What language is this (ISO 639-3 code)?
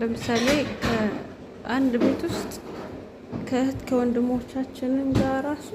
amh